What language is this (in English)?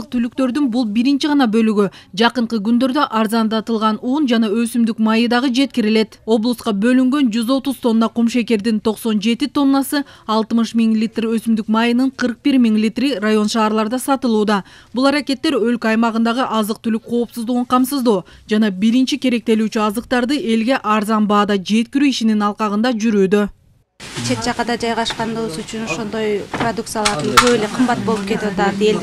Kyrgyz